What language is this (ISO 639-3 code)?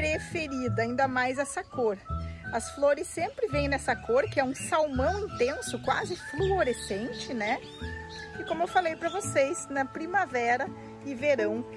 por